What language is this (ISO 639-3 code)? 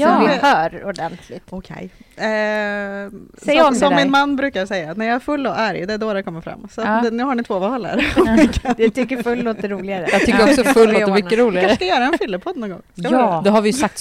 swe